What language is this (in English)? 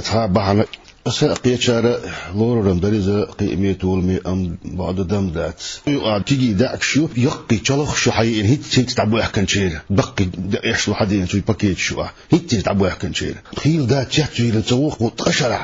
Chechen